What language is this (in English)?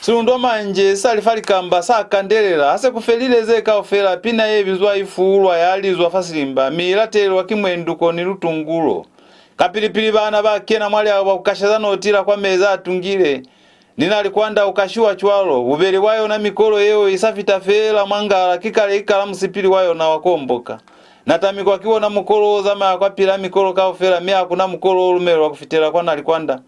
Lozi